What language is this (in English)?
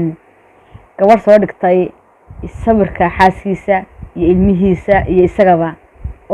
Somali